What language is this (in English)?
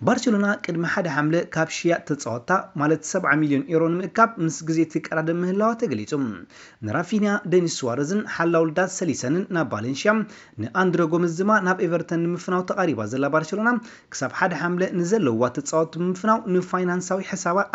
Tigrinya